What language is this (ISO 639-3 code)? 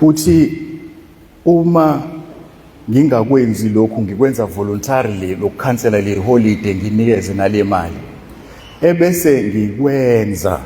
zul